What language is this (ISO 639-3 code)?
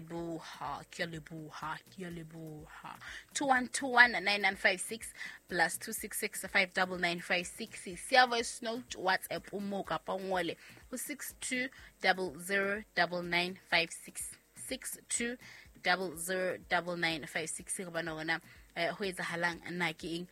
sot